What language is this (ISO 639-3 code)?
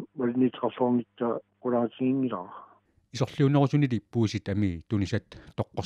kal